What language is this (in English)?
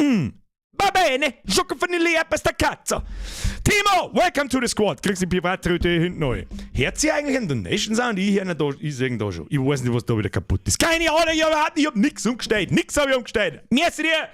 Bavarian